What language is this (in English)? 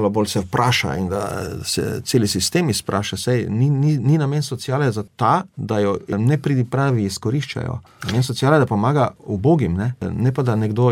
Slovenian